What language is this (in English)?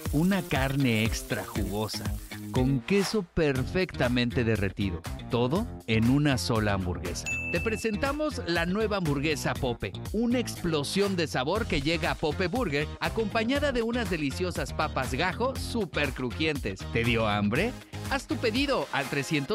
Spanish